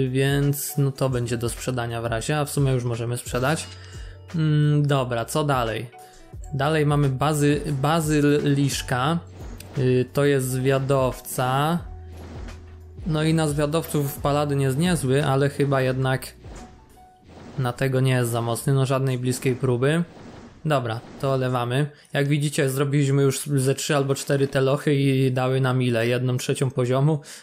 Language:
Polish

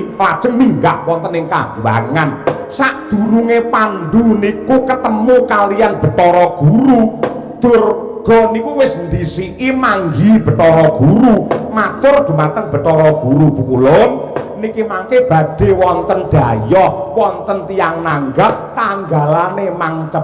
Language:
Javanese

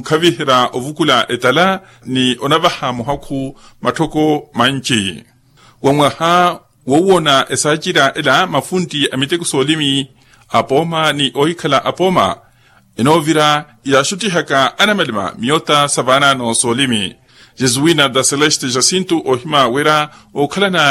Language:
Makhuwa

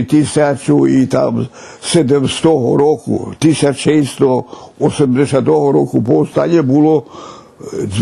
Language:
Rusyn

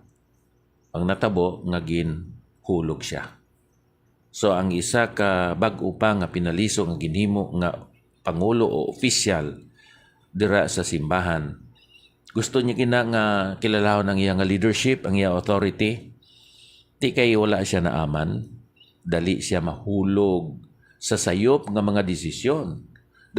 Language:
Hiligaynon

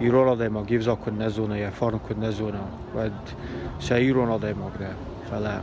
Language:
Ossetic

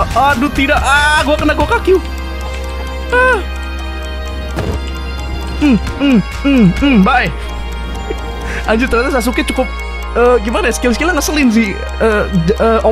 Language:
Indonesian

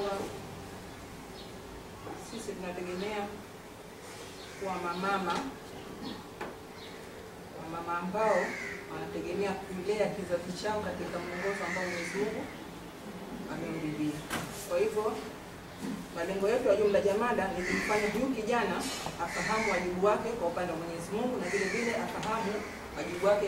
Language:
Swahili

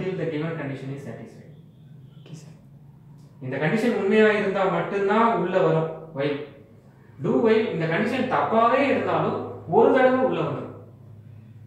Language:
Tamil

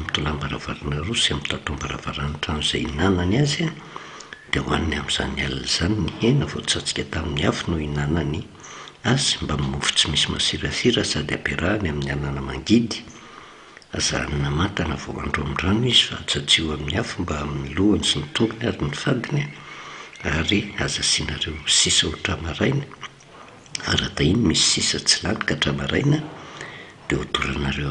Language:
Malagasy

